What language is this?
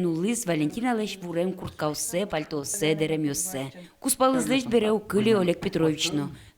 Udmurt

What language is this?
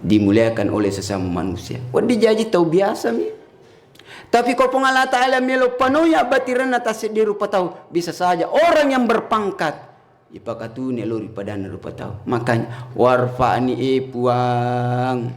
Buginese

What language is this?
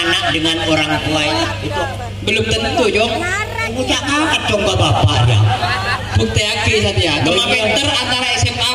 Madurese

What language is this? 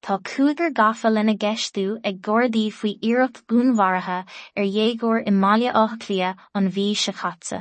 Irish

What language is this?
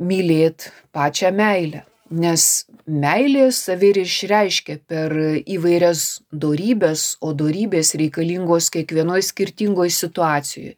Lithuanian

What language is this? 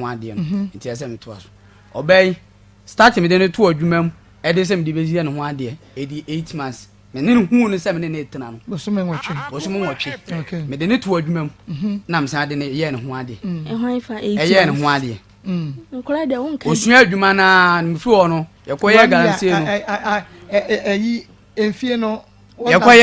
Akan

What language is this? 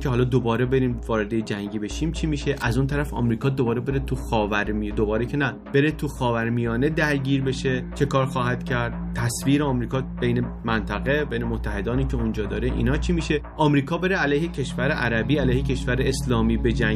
Persian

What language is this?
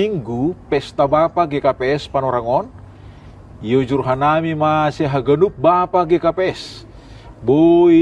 Batak Simalungun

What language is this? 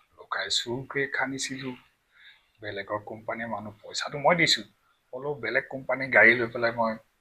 Assamese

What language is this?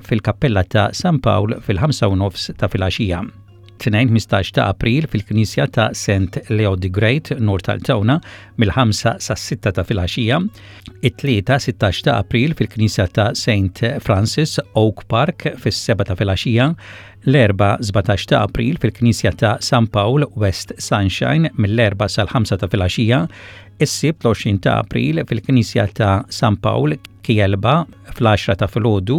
Maltese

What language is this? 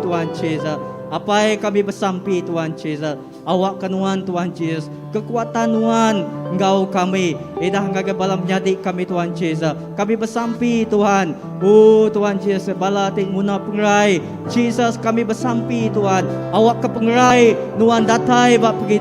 Iban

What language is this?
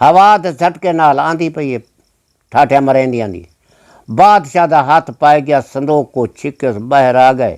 Saraiki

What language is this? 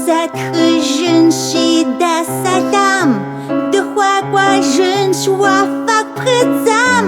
Kabardian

